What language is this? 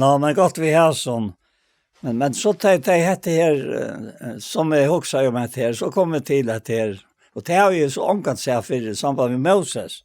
Faroese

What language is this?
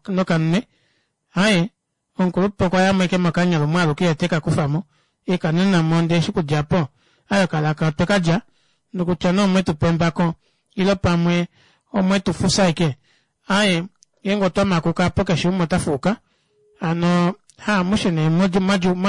Kuanyama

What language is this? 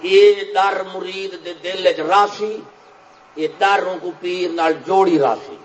Saraiki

